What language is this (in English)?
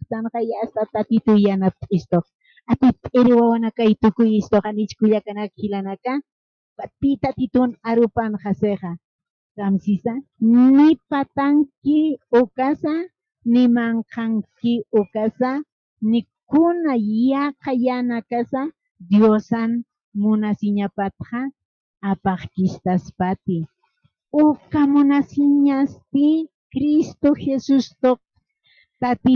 Aymara